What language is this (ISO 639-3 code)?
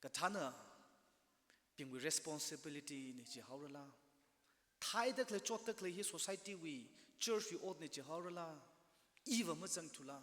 nmf